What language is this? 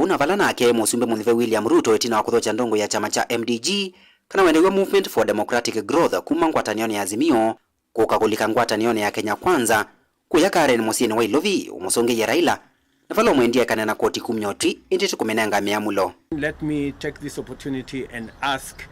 Kamba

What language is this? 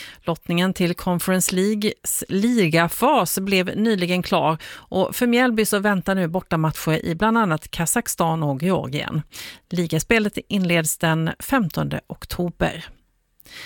Swedish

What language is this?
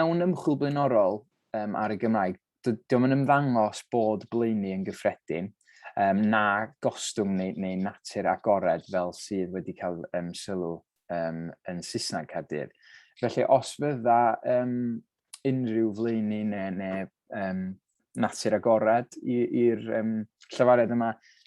Welsh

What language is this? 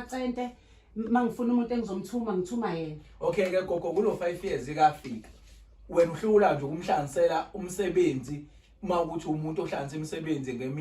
Zulu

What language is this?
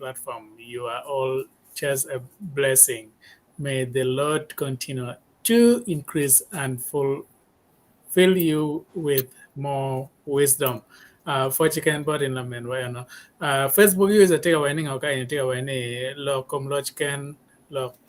Acoli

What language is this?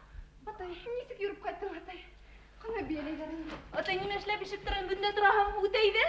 Bashkir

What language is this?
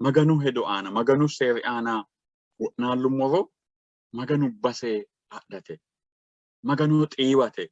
Sidamo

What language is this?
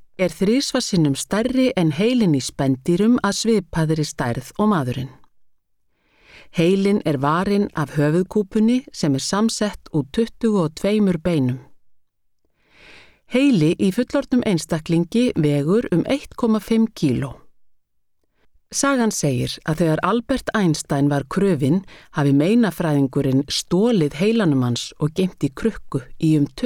Icelandic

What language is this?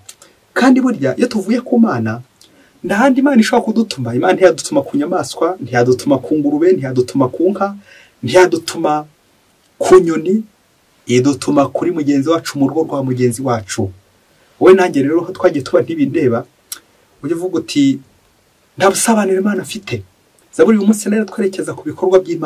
Kinyarwanda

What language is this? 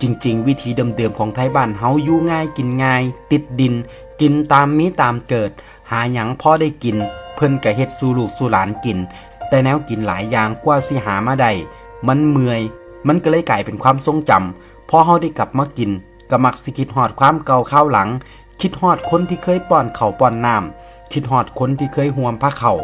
Northeastern Thai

